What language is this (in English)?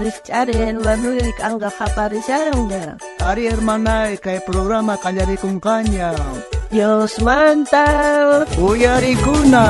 South Bolivian Quechua